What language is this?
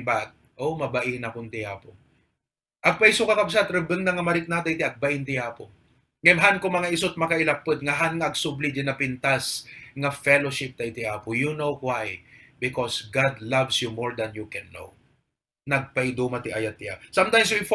Iloko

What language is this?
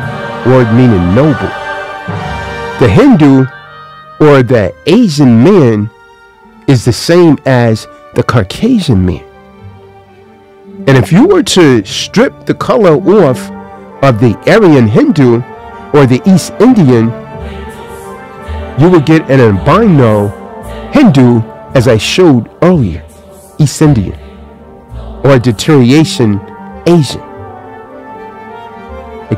English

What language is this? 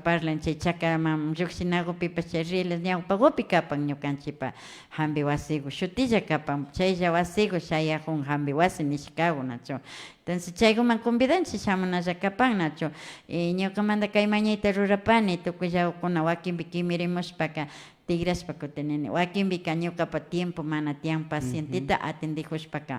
Imbabura Highland Quichua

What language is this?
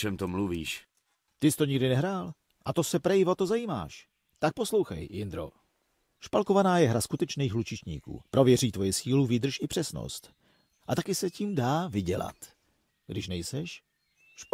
Czech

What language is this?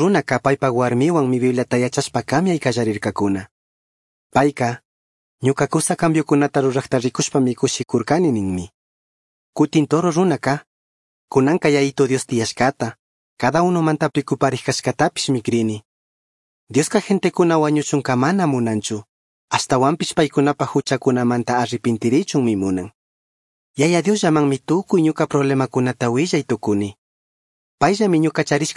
Chimborazo Highland Quichua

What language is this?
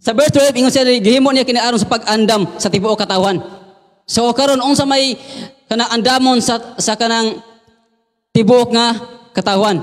Cebuano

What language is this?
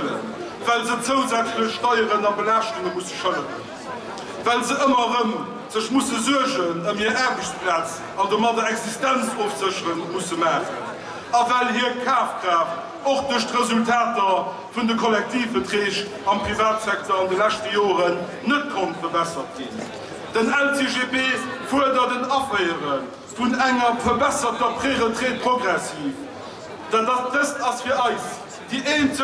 Luxembourgish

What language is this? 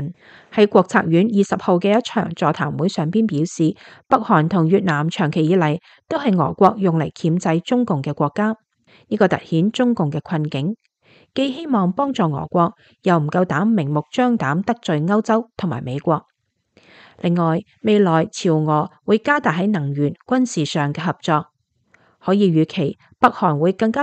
Cantonese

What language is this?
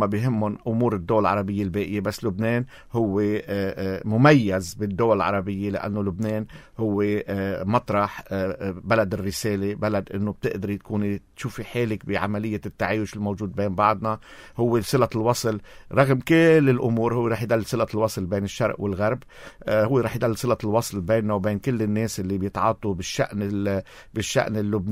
North Levantine Arabic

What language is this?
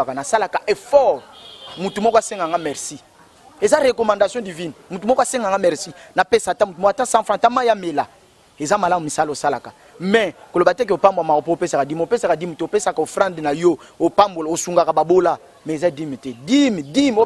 Lingala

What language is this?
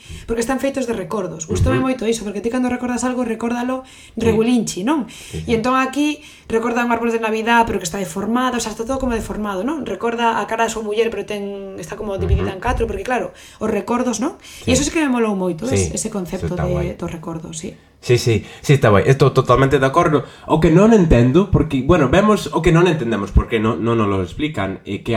Galician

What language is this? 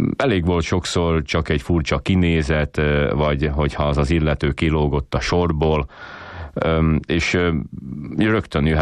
Hungarian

